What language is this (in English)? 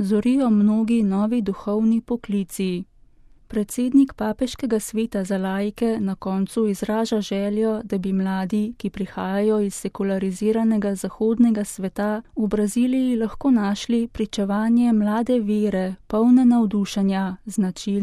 Slovenian